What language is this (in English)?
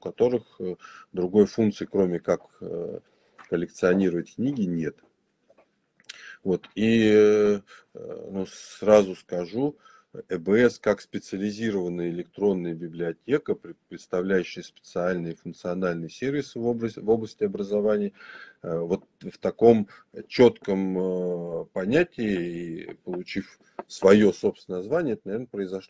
Russian